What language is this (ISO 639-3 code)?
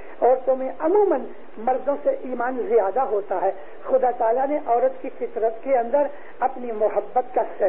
urd